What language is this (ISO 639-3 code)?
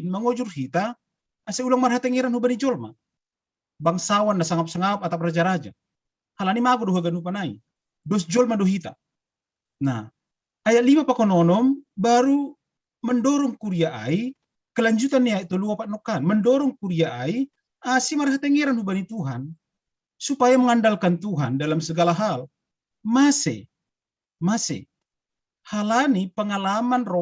bts